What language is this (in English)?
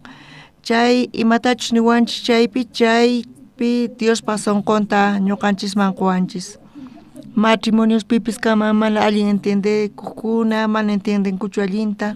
South Bolivian Quechua